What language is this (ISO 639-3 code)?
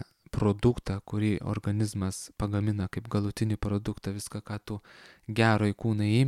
lit